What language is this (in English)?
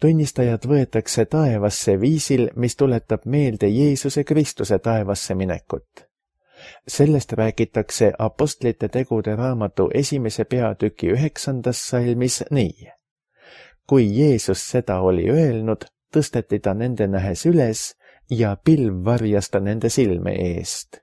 Estonian